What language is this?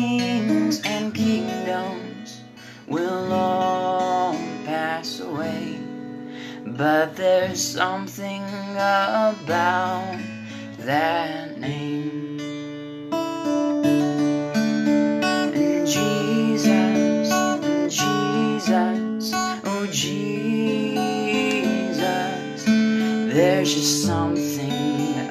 English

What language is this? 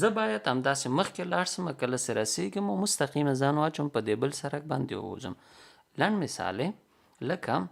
Pashto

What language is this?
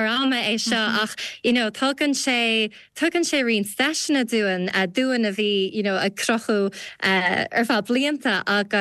Irish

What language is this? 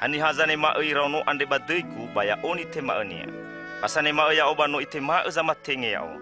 Nias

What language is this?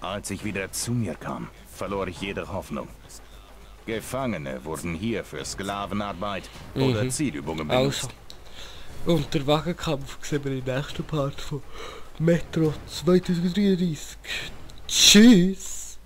Swiss German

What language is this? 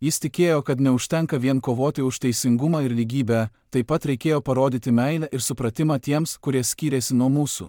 Lithuanian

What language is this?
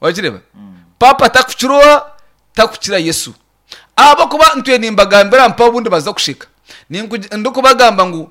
Nyankole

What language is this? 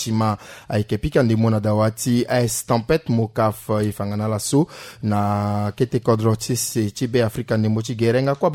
Sango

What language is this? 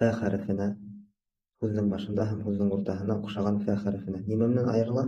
Bashkir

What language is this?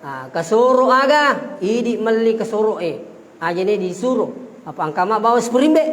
Buginese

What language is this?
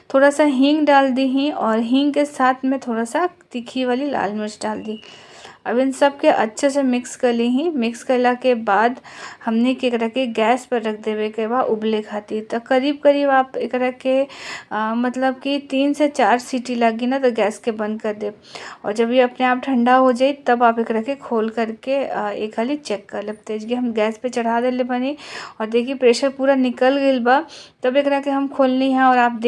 Bhojpuri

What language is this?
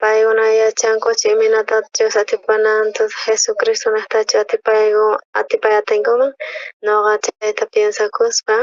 South Bolivian Quechua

